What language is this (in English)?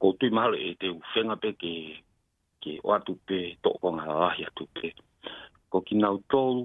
Tongan